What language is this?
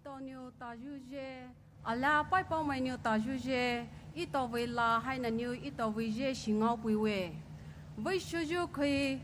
Poumei Naga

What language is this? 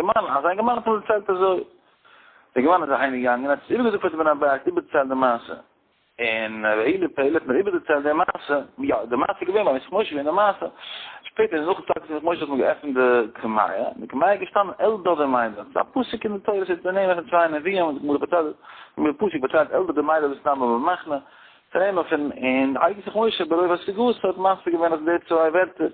Yiddish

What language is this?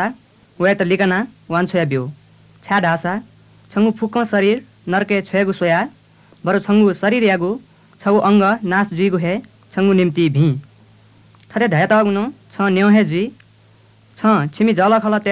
Newari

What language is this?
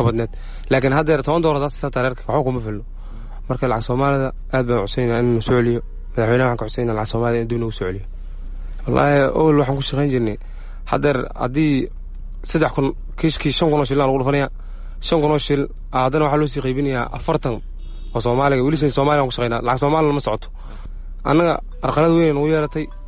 Somali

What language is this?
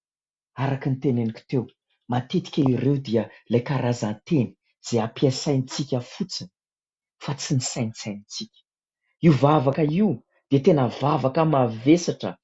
Malagasy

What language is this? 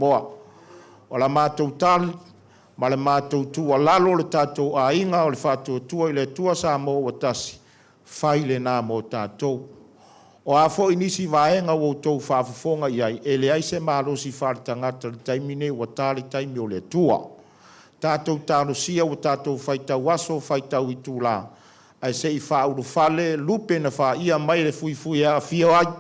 Samoan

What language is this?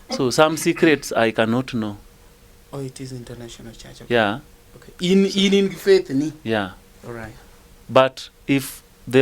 Luo (Kenya and Tanzania)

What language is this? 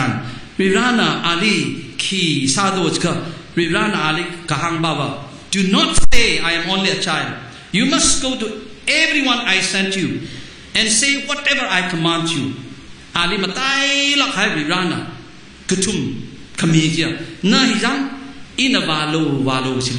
Tangkhul Naga (India)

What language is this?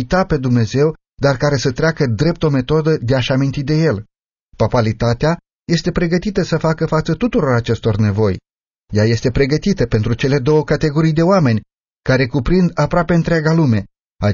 Romanian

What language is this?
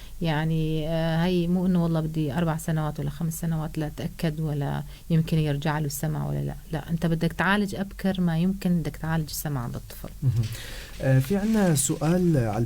North Levantine Arabic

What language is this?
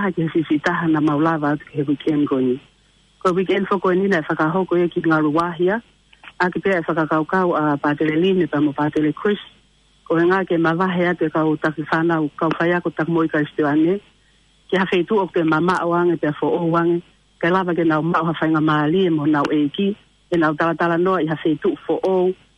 Tongan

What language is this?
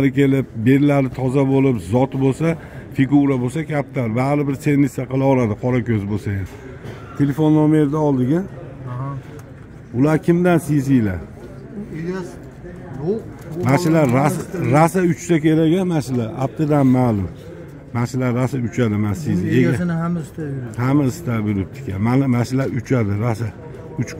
Uzbek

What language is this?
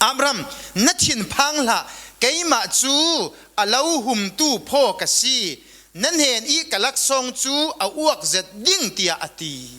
Falam Chin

